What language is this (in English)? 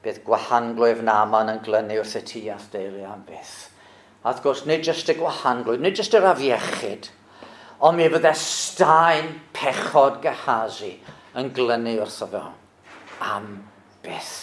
Welsh